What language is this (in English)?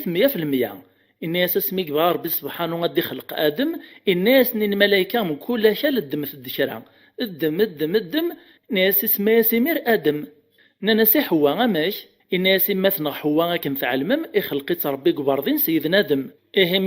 Kabyle